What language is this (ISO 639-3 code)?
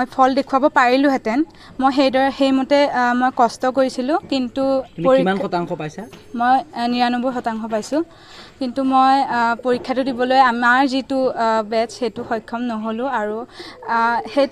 asm